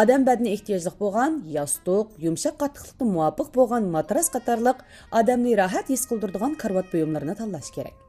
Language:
Uyghur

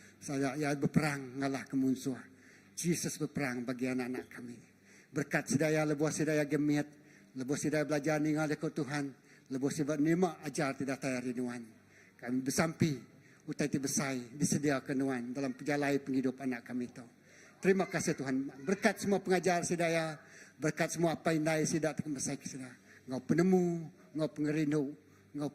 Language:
Iban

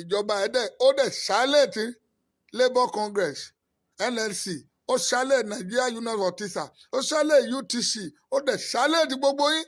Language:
Yoruba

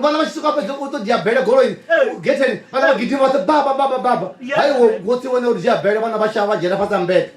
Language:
Venda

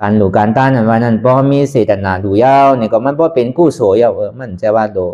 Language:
Shan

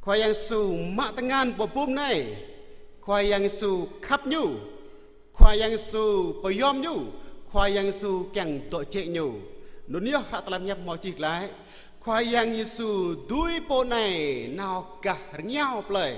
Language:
Jarai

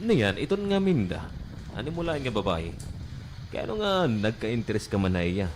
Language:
Waray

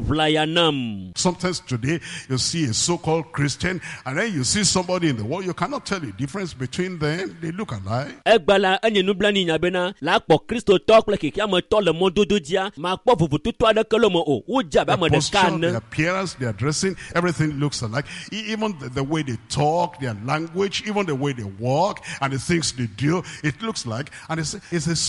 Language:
Ewe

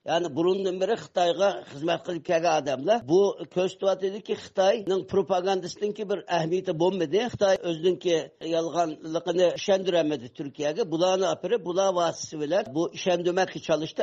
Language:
Uyghur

